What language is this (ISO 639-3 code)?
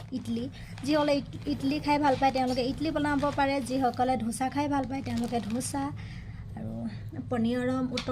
asm